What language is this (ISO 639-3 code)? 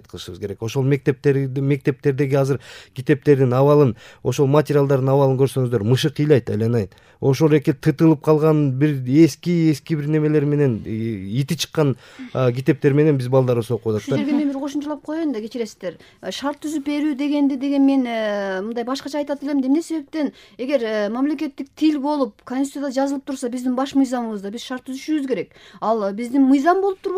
kir